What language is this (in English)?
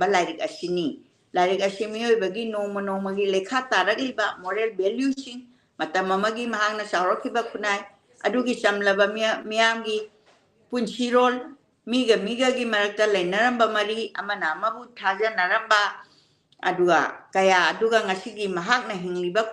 Manipuri